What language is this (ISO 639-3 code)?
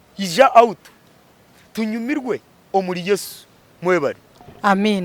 nyn